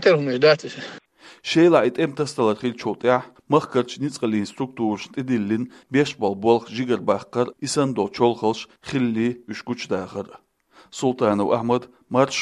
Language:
Chechen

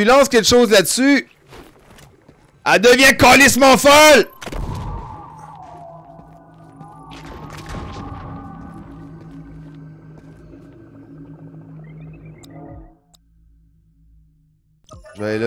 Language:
French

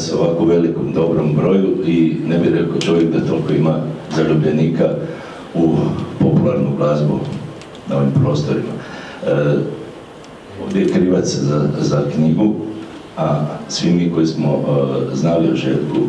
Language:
Croatian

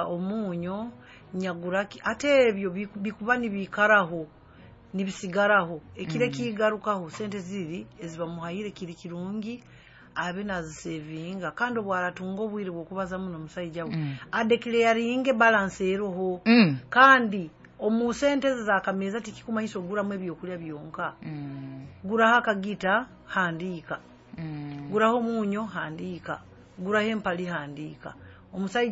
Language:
Nyoro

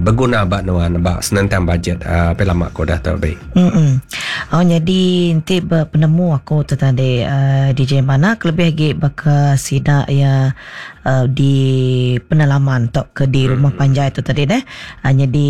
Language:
Iban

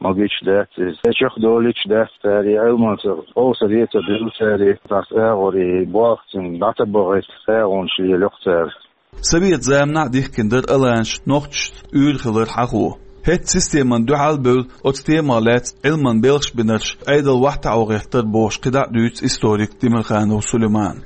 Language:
Chechen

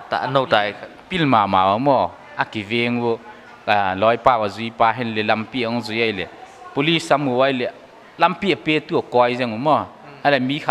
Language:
Paite Chin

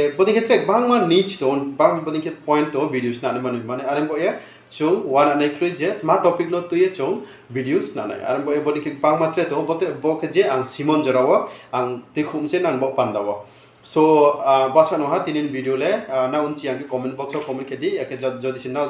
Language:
Riang (India)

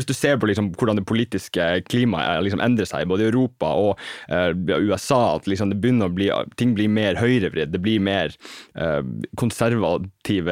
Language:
Norwegian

